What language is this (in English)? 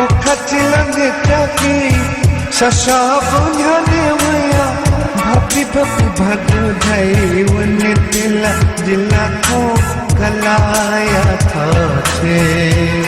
Newari